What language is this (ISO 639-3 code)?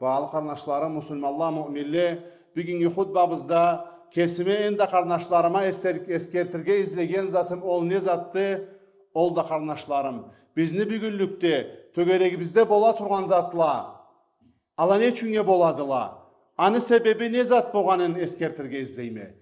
krc